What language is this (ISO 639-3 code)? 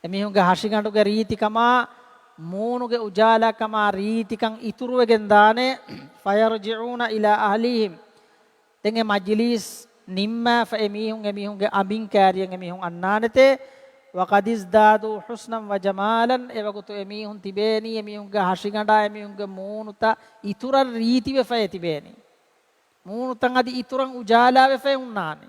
div